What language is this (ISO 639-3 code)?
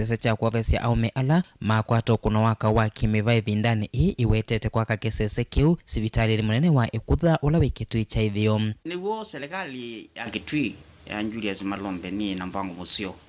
kam